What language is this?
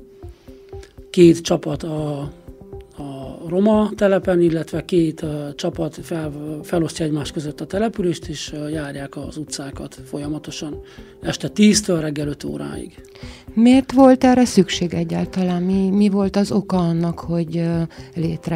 Hungarian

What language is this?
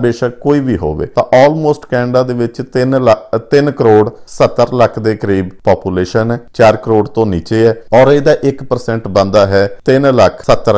Punjabi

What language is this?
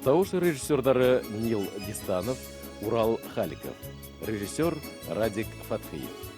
Bashkir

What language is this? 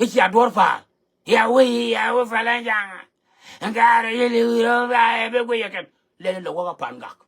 Nuer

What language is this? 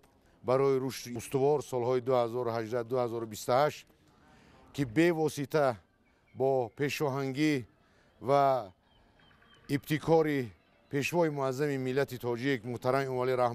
Tajik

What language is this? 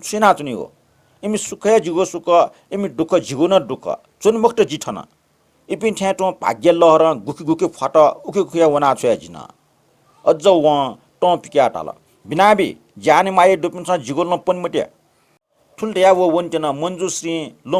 Newari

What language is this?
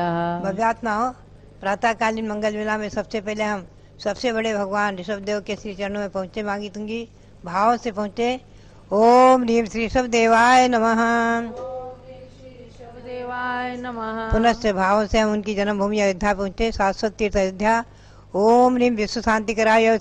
Hindi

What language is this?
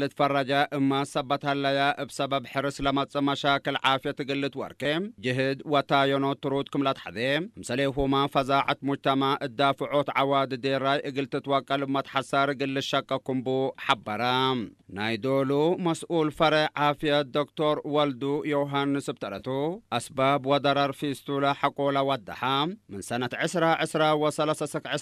Tigre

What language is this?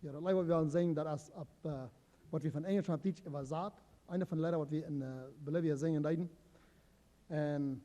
Plautdietsch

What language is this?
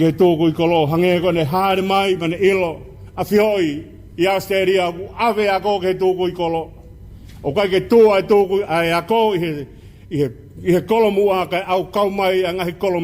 Tongan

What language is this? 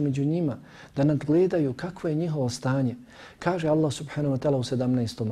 Bosnian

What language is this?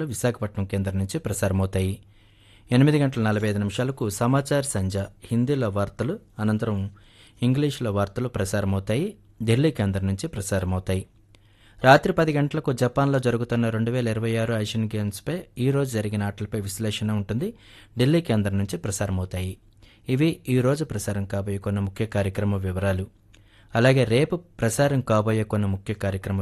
Telugu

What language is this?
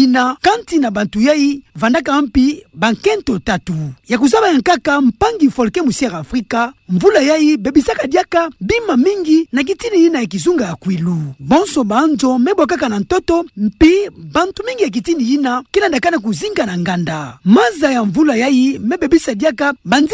Kituba (Democratic Republic of Congo)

